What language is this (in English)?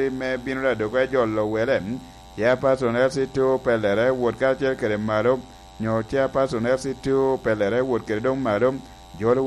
Lango (Uganda)